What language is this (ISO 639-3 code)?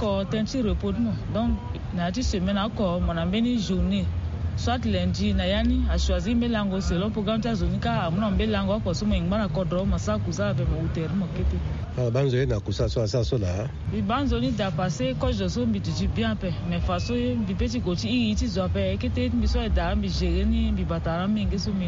sag